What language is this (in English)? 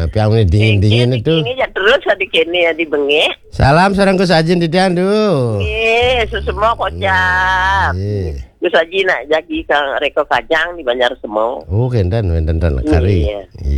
Balinese